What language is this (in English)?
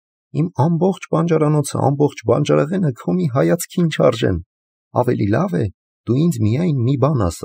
Armenian